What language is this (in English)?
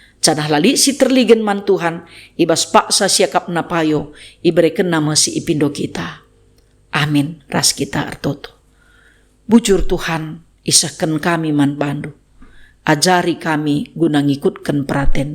Batak Karo